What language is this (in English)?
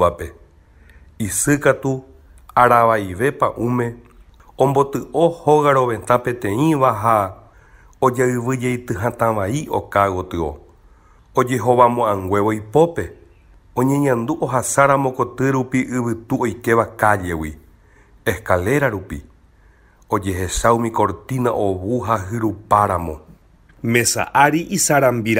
Guarani